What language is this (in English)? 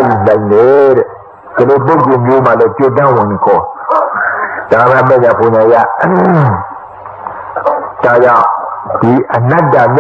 Burmese